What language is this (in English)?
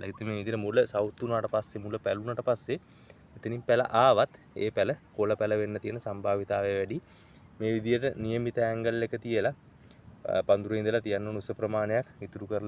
Sinhala